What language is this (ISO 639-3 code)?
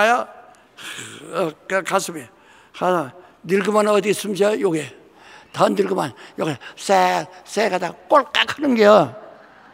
kor